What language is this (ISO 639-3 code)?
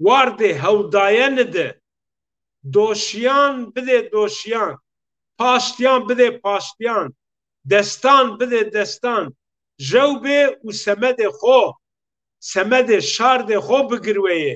zza